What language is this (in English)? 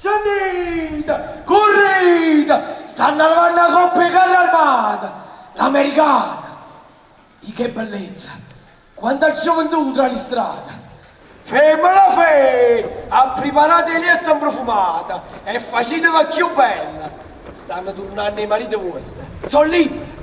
Neapolitan